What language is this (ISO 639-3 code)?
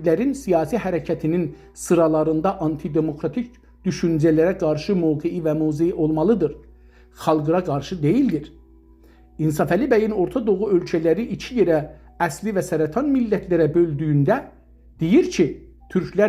azb